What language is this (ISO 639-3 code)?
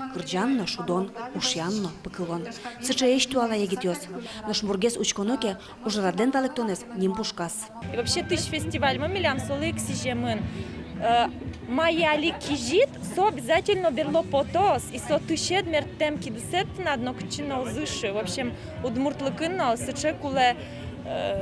udm